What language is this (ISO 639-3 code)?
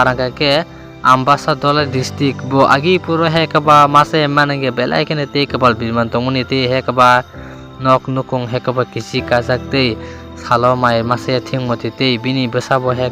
trp